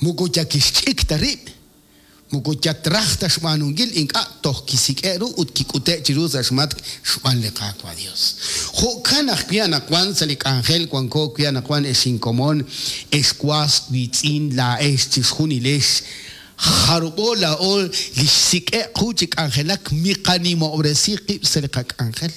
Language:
Kekchí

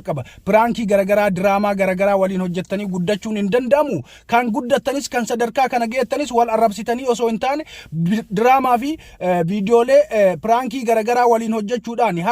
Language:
Oromo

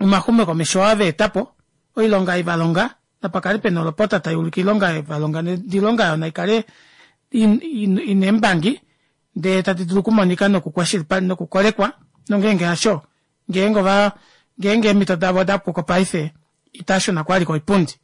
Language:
Kuanyama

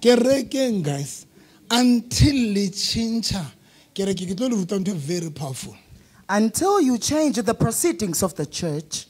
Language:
Southern Sotho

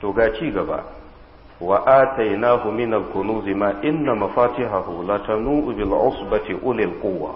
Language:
Hausa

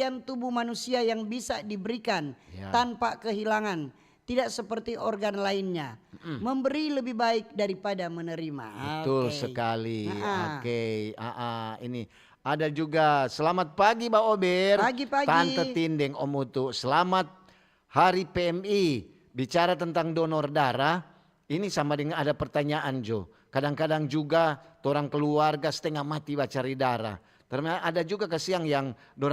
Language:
Manado Malay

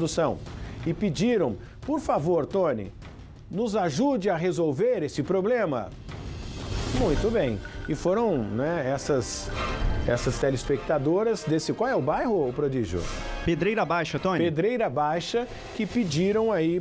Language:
Portuguese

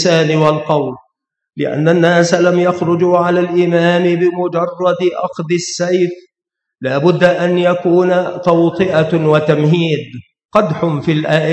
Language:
Arabic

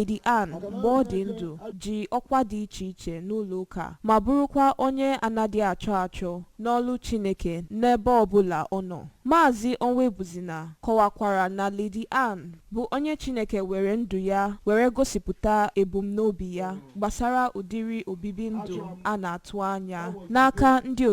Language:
Igbo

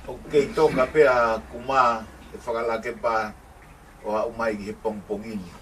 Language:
Tongan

